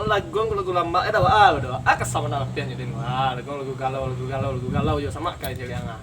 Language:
Minangkabau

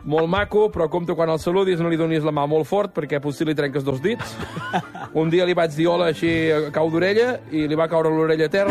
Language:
Catalan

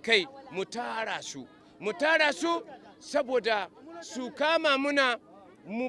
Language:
Hausa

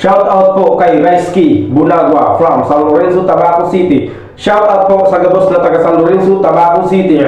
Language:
Bikol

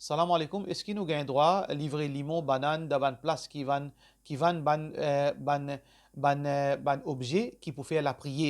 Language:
Morisyen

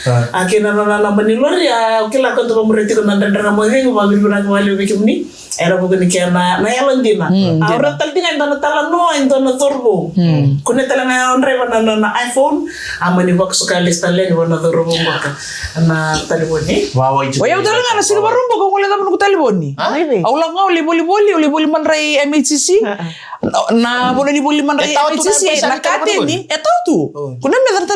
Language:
Fijian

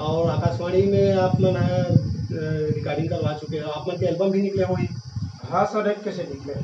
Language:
Chhattisgarhi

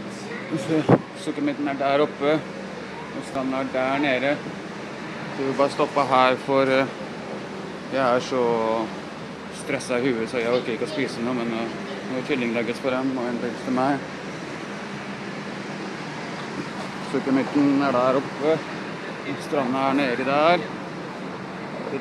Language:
Norwegian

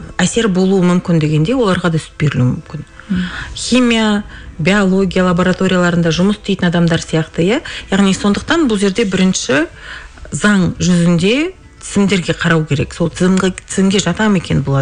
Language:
Kazakh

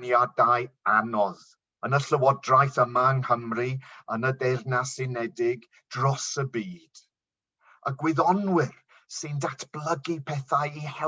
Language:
Welsh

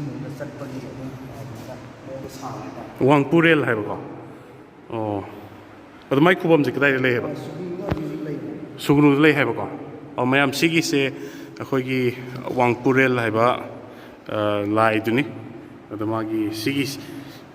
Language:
Manipuri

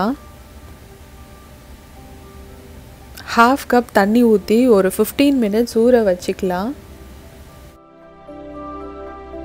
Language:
Tamil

